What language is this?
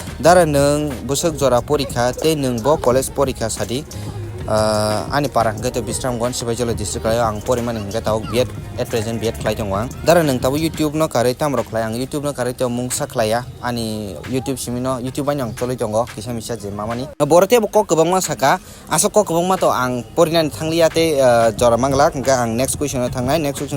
Kok Borok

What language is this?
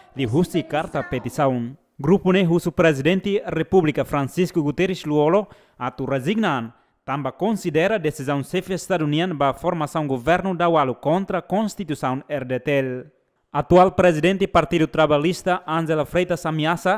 Tetum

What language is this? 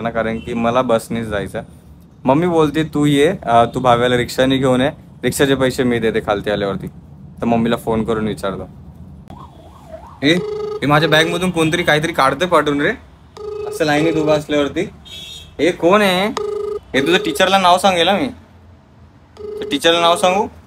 Marathi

